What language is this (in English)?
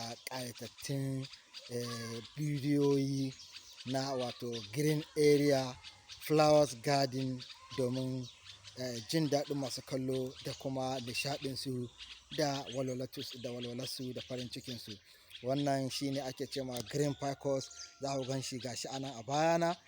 Hausa